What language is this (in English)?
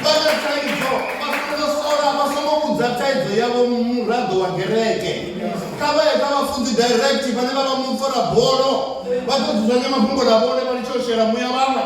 Venda